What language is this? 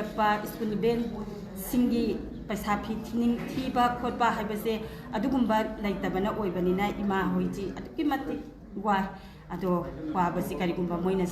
Manipuri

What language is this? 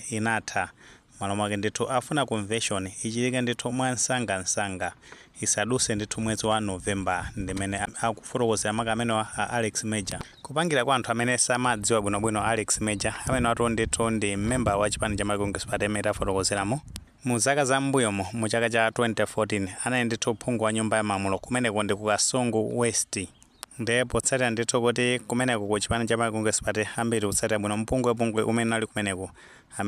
Nyanja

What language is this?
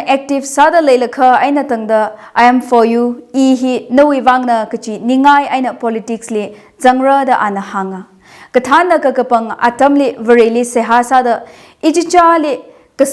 Tangkhul Naga (India)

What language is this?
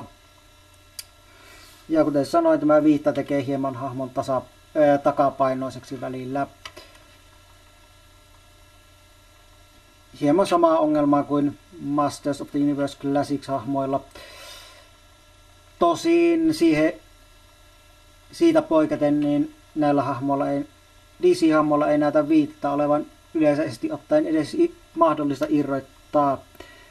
Finnish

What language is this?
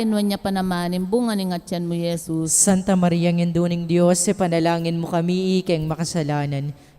Pampanga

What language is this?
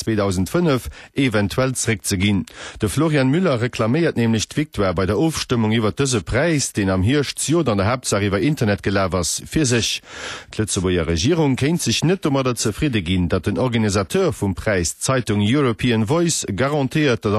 Luxembourgish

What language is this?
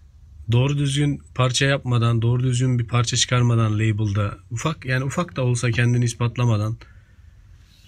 Turkish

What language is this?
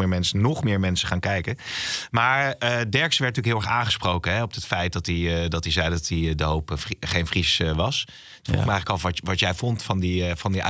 Dutch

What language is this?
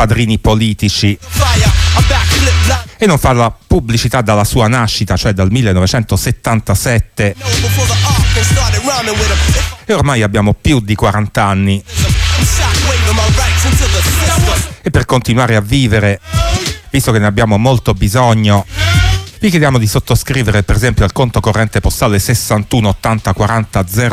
Italian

